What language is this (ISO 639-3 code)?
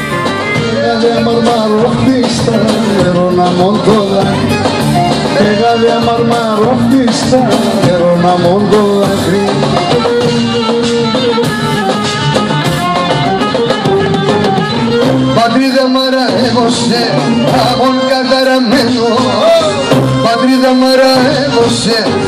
ell